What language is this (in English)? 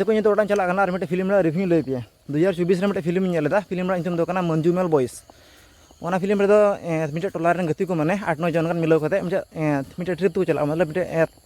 Santali